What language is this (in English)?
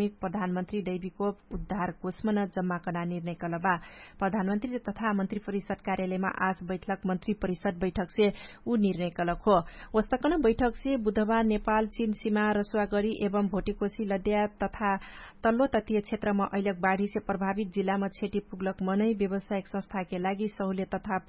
Dangaura Tharu